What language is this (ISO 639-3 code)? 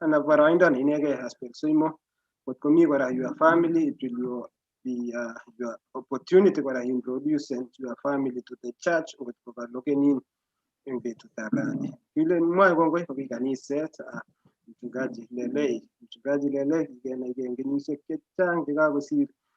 kln